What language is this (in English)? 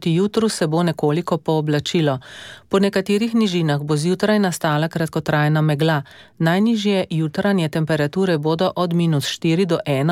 Slovenian